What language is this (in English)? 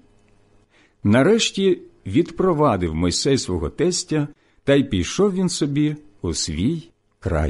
Ukrainian